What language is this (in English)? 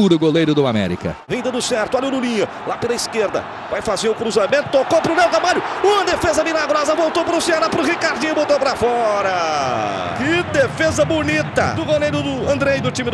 Portuguese